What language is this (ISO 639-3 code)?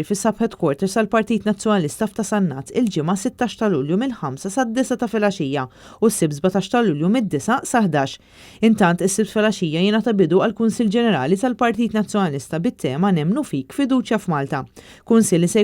mlt